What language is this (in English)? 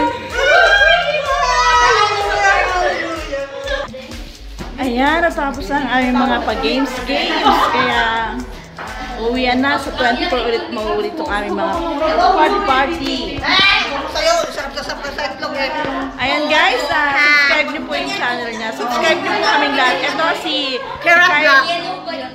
Filipino